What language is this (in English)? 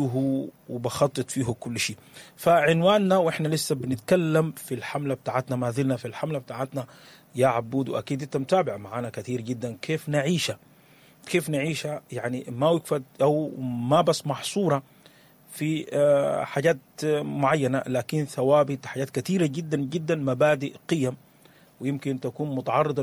Sudanese Arabic